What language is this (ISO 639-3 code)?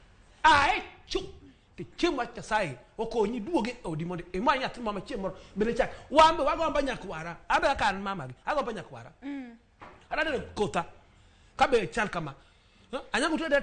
luo